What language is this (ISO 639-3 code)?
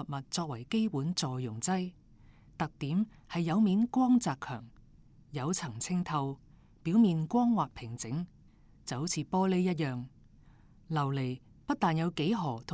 yue